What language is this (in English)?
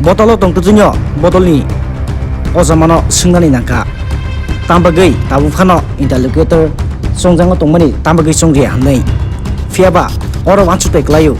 Kok Borok